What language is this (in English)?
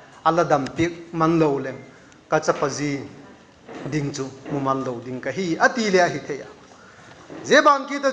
Vaiphei